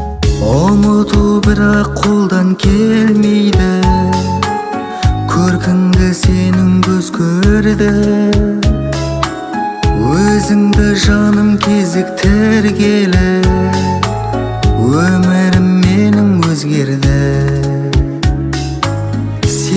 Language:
Kazakh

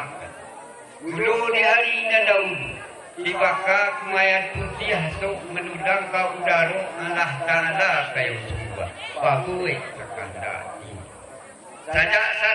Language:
Minangkabau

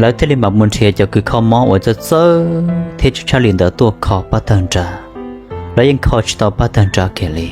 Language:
Hmong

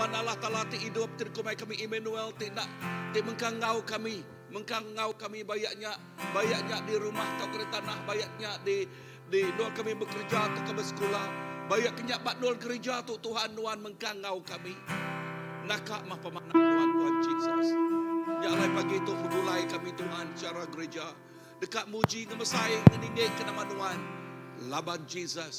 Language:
Iban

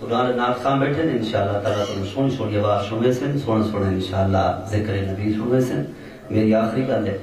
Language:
Saraiki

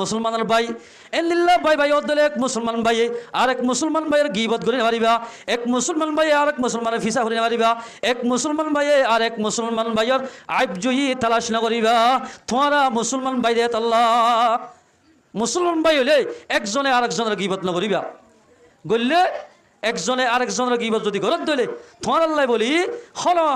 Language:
Rohingya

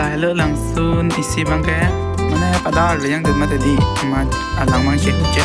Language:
Karbi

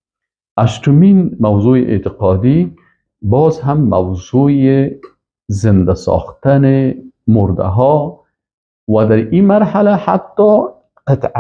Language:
Persian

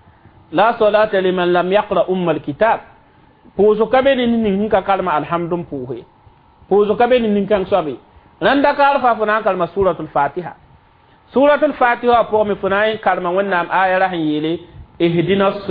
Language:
Mossi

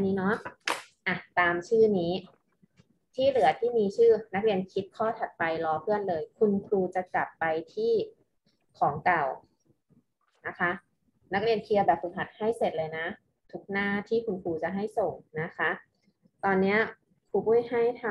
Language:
Thai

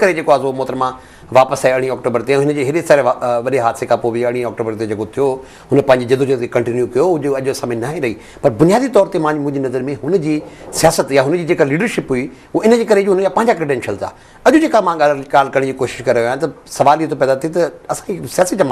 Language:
Sindhi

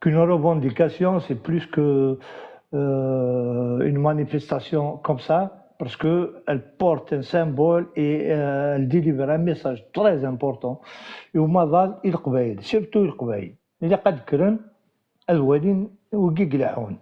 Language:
Kabyle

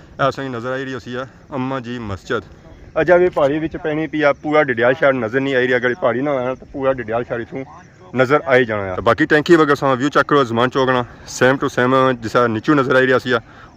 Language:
Pahari-Potwari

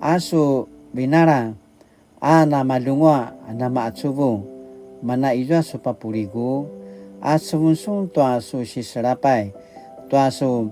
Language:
Paiwan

